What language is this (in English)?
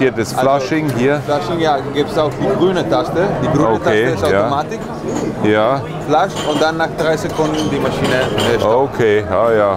German